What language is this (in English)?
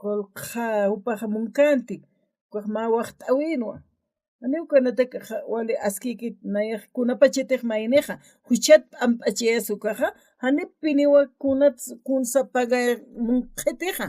Aymara